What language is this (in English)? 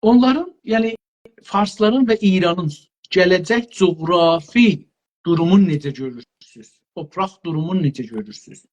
South Azerbaijani